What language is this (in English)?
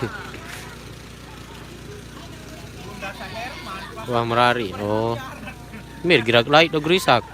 Sasak